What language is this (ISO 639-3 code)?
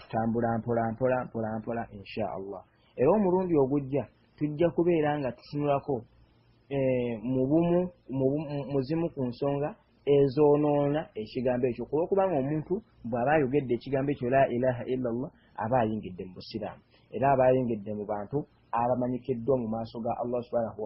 lug